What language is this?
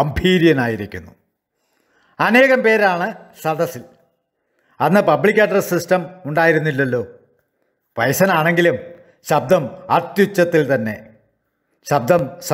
Malayalam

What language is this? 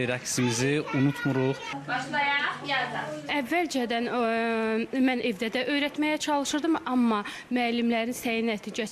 Azerbaijani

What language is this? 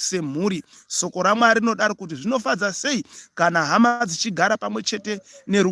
Shona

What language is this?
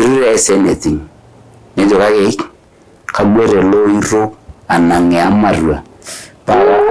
Masai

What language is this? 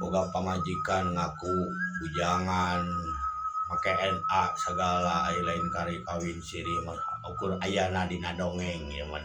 Sundanese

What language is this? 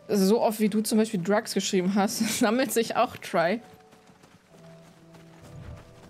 German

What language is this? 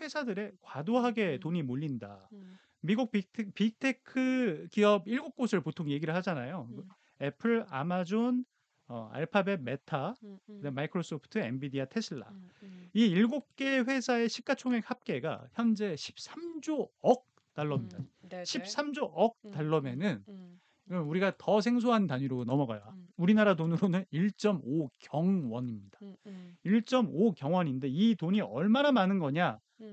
Korean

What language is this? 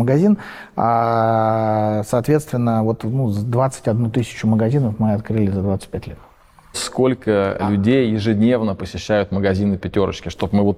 Russian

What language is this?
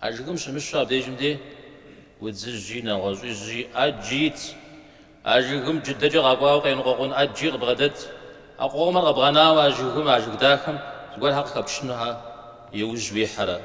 Kabardian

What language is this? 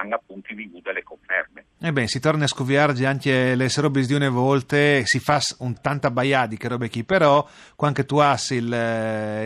Friulian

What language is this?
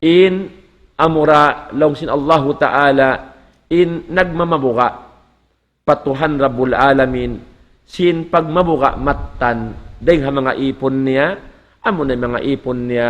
Tausug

